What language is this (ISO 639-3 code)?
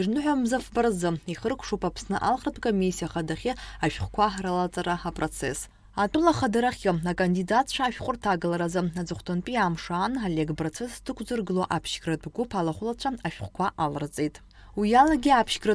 abk